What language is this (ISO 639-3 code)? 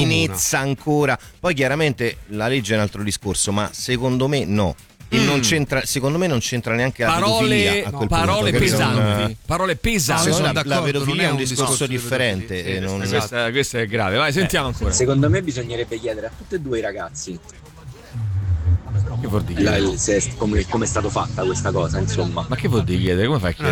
ita